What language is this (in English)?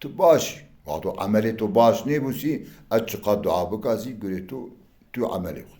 Zaza